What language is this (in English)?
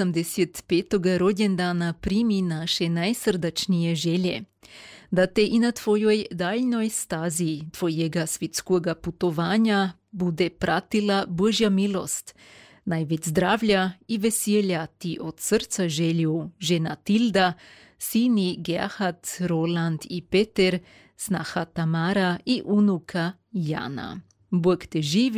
Croatian